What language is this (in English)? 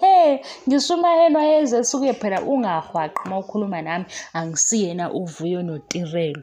Zulu